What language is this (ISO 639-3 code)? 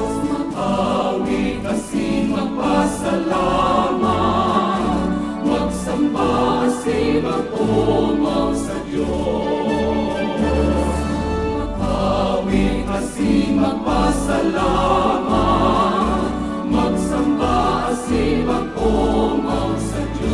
bik